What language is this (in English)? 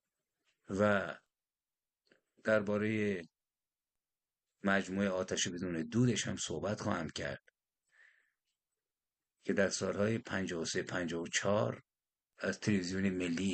Persian